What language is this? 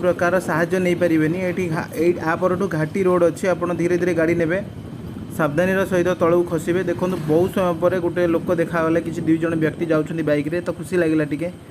Odia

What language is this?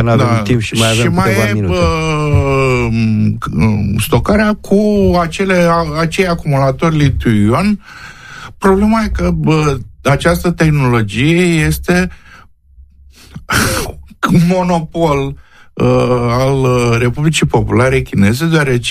Romanian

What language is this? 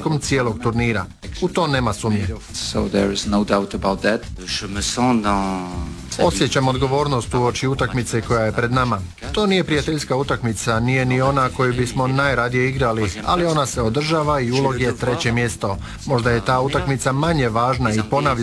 Croatian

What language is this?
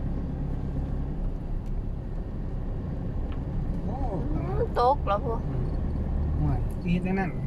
Lao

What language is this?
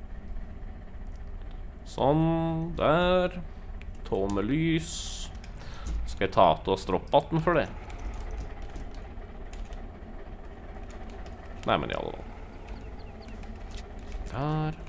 Norwegian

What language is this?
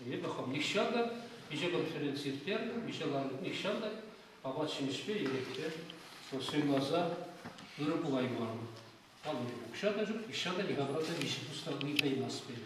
Chuvash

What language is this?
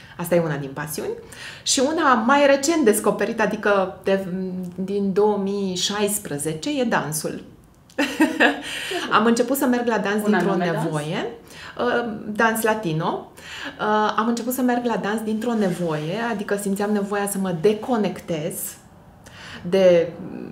Romanian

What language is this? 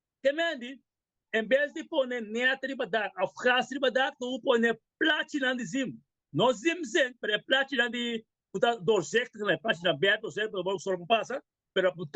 Papiamento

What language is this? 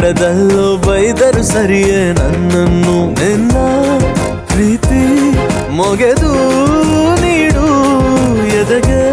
Kannada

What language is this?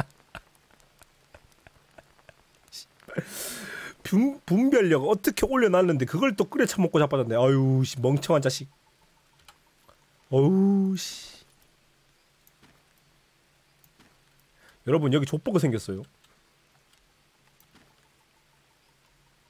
Korean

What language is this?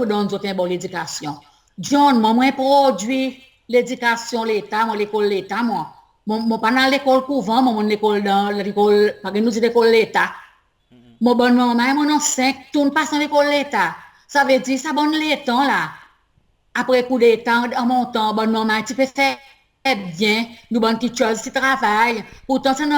Seselwa Creole French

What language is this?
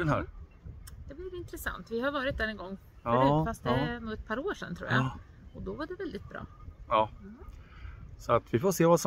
Swedish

